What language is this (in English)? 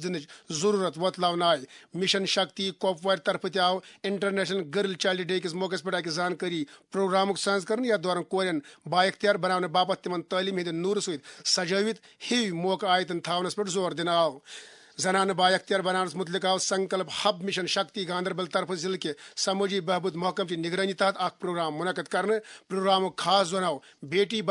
Kashmiri